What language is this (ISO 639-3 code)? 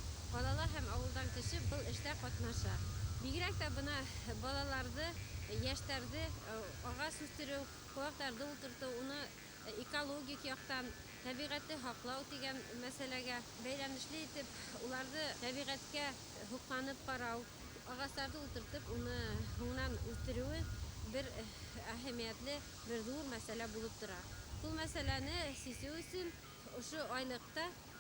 bak